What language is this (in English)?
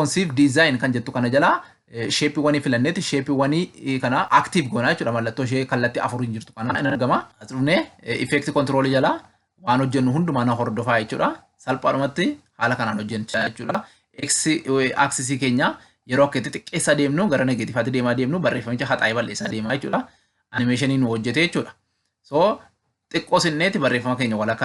Oromo